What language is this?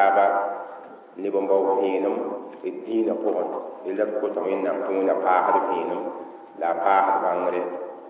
Mossi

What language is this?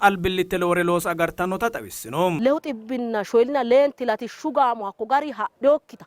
Sidamo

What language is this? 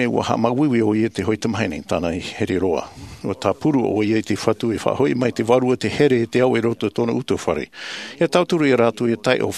Tahitian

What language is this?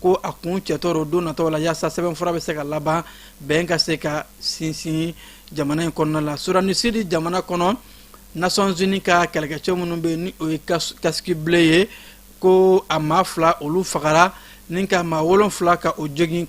Bambara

